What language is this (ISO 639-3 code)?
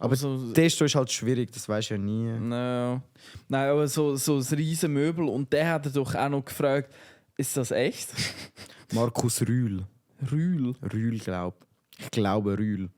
gsw